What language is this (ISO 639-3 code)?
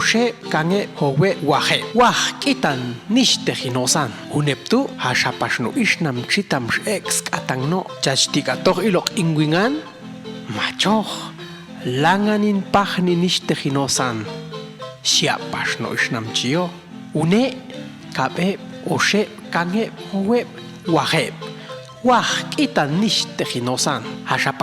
jac